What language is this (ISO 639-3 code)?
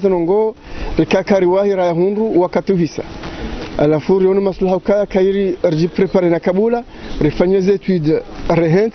zdj